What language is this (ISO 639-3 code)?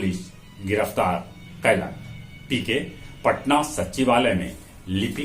mag